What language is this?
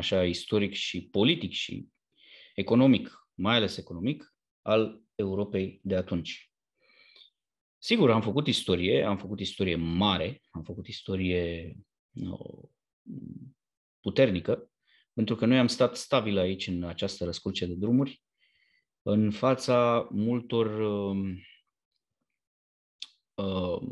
Romanian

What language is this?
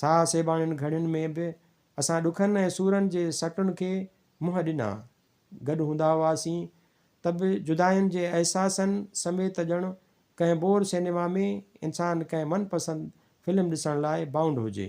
Sindhi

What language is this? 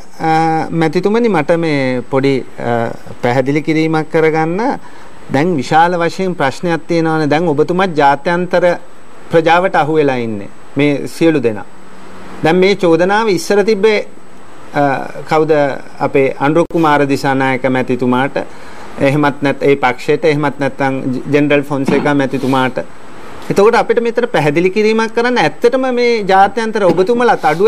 Sinhala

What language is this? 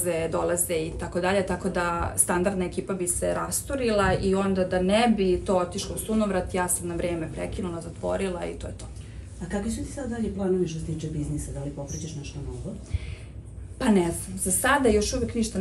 Serbian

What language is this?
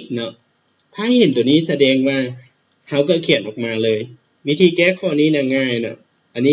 Lao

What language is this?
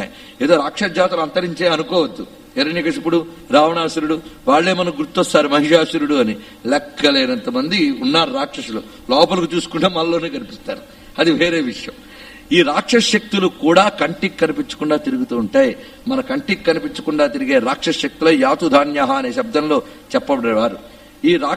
Telugu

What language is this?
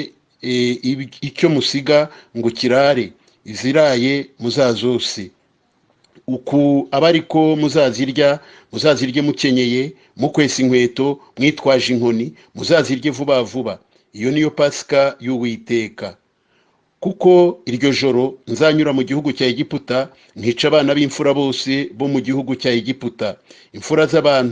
Kinyarwanda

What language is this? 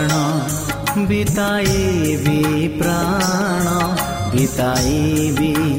Odia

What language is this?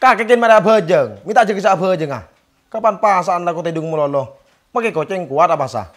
Madurese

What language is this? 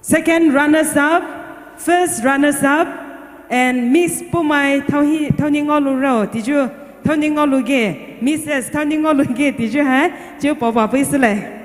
Poumei Naga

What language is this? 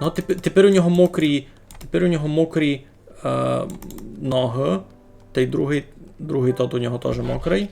Rusyn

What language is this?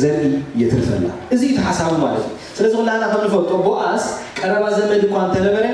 Tigrinya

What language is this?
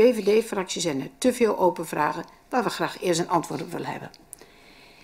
Dutch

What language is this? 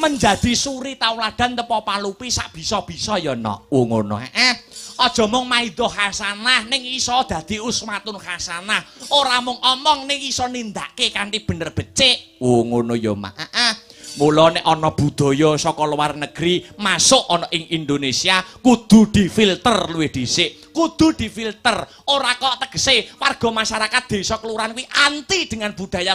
Javanese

